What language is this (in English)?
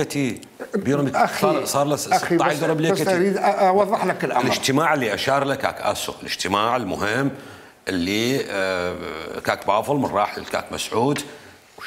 Mesopotamian Arabic